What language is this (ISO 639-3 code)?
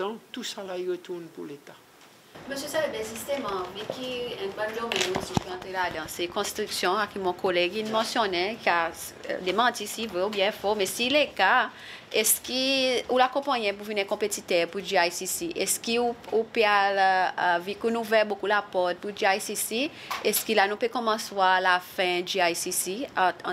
crs